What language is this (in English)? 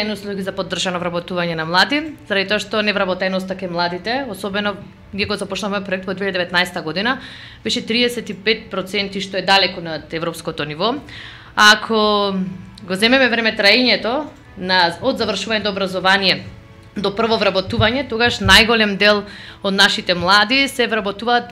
Macedonian